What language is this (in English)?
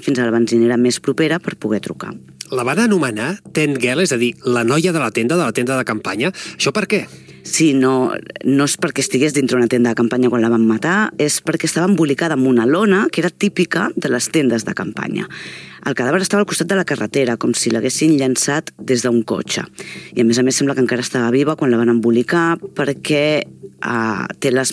Catalan